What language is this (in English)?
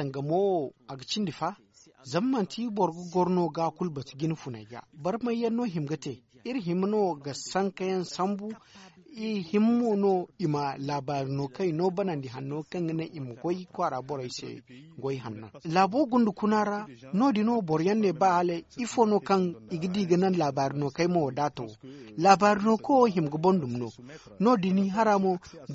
Zarma